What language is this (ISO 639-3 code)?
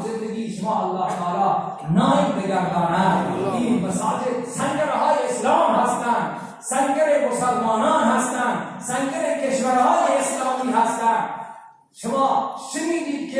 fas